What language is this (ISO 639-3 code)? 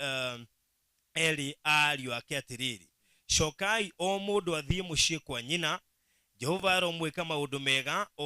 kik